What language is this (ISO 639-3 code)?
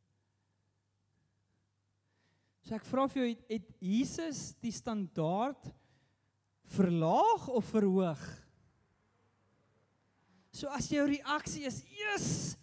afr